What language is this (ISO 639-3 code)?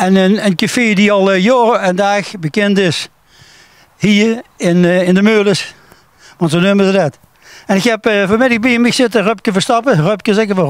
lim